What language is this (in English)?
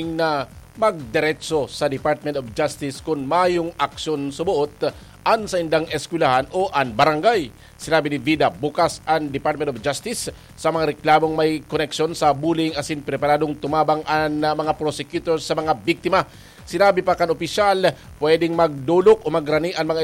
Bikol